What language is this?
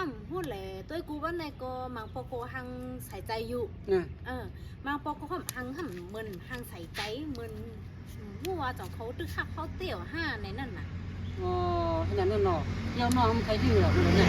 Shan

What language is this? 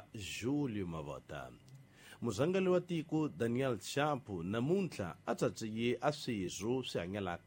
Tsonga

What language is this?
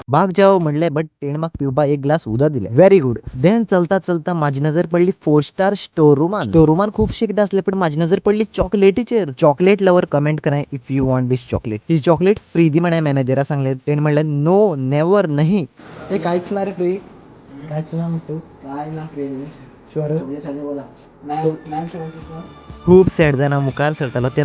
Konkani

